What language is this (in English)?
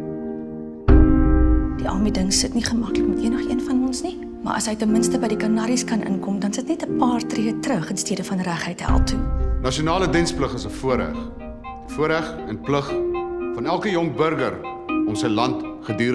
Afrikaans